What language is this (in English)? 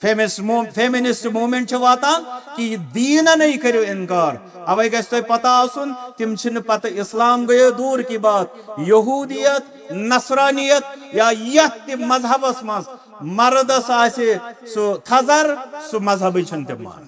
Kashmiri